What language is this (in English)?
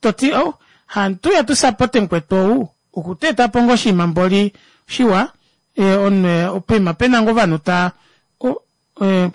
Kuanyama